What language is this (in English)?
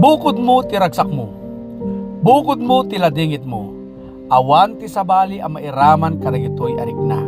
Iloko